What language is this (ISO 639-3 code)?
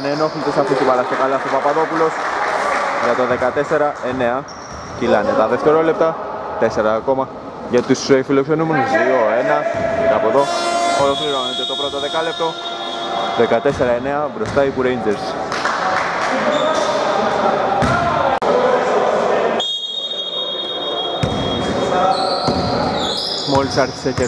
ell